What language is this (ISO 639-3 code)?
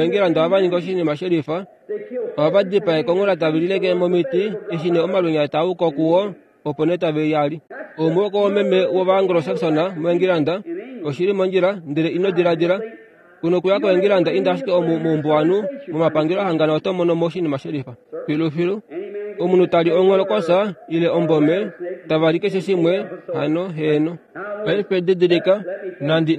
kua